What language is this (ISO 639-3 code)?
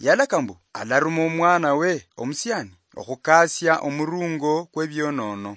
luy